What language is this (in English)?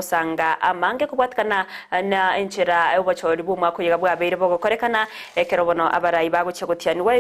Gusii